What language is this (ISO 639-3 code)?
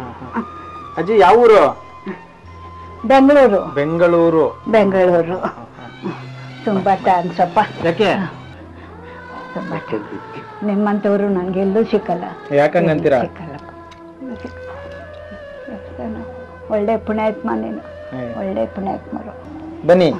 kan